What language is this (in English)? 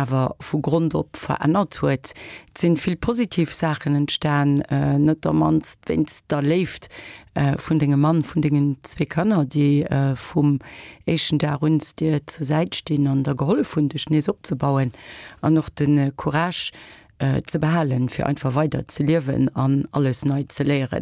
Luxembourgish